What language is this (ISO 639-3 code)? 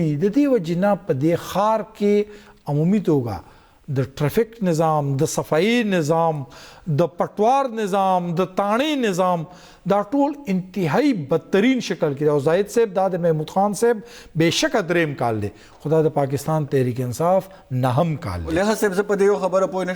pus